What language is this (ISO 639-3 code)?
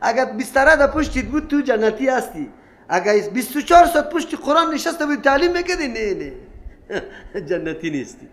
fas